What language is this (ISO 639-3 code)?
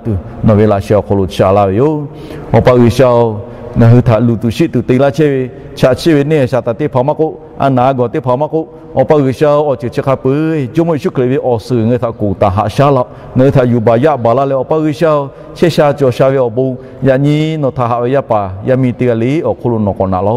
lhu